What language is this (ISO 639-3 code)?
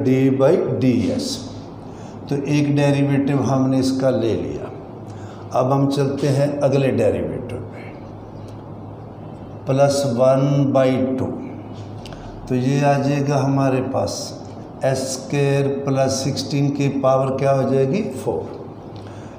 hin